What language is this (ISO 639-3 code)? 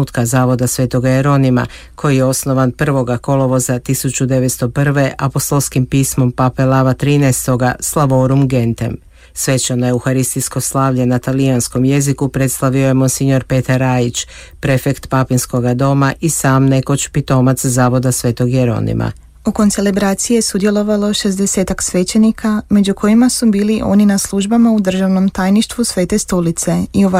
hrv